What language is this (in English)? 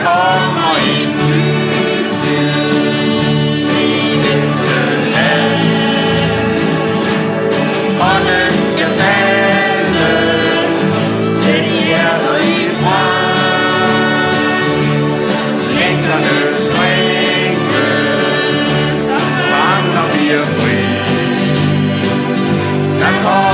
Danish